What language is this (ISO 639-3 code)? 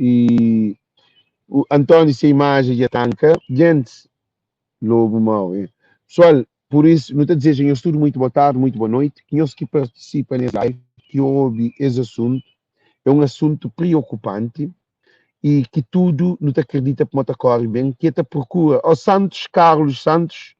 kea